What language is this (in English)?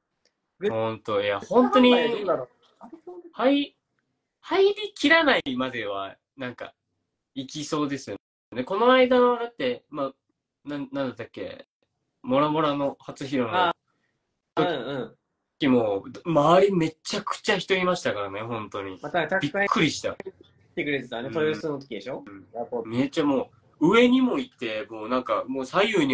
Japanese